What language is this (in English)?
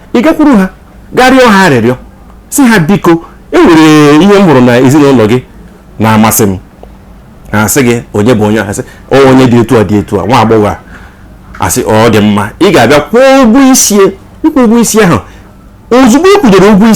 Igbo